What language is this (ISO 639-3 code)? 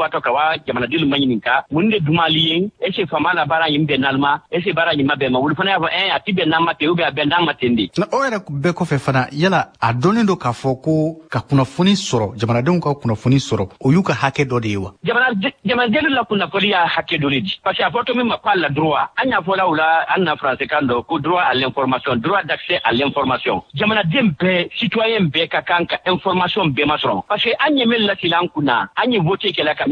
bam